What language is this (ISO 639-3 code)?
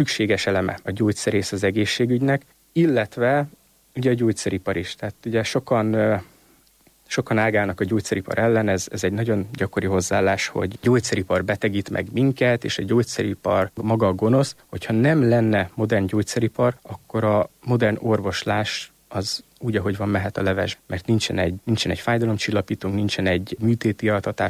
hun